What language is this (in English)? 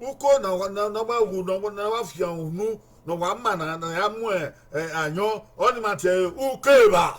Bini